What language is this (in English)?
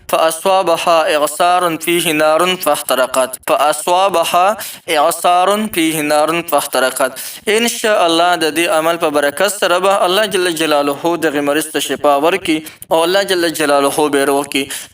Pashto